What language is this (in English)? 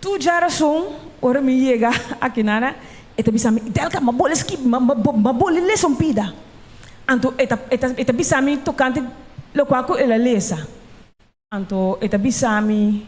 Papiamento